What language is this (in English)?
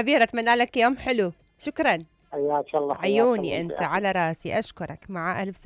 Mesopotamian Arabic